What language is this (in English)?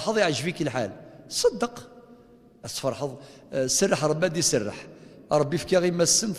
Kabyle